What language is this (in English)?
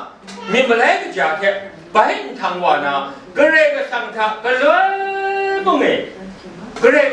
Kachin